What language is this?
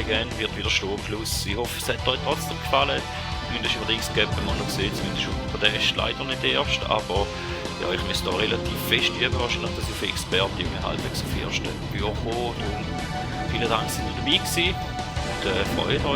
Swiss German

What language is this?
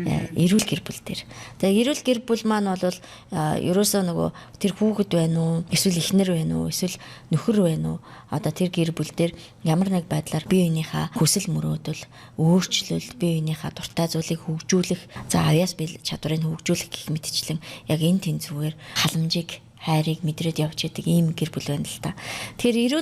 Mongolian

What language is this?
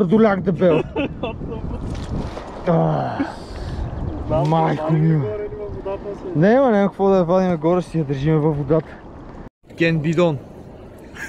Bulgarian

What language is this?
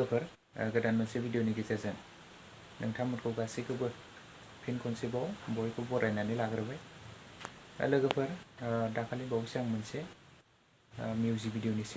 Bodo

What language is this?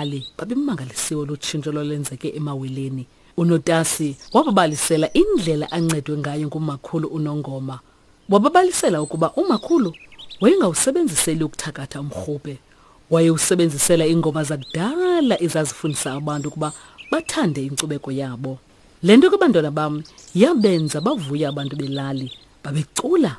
Xhosa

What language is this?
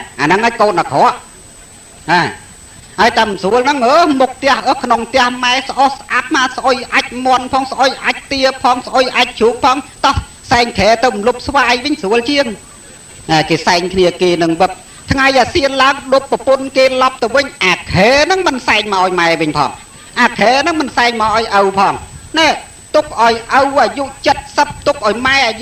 Khmer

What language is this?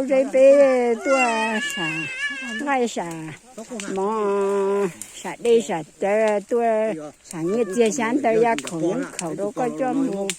Hmong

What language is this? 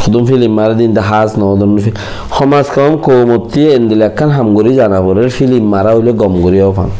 Rohingya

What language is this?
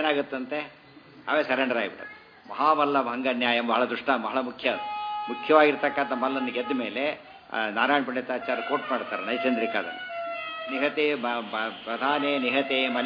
Kannada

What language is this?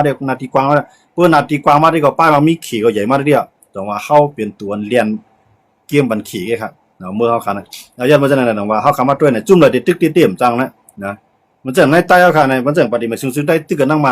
Shan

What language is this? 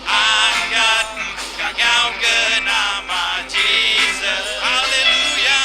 Iban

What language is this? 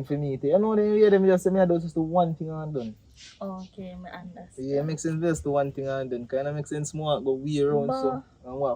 Jamaican Creole English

